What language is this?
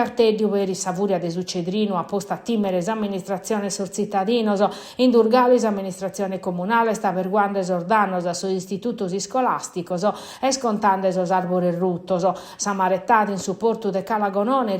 Sardinian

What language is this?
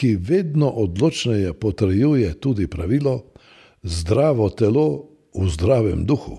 Slovenian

